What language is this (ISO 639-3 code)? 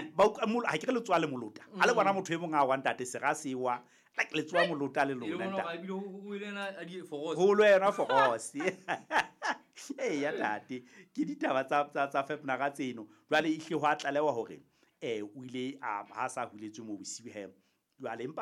sot